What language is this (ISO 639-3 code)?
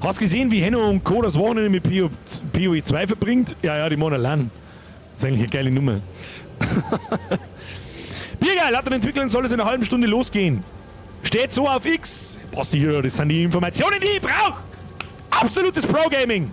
bar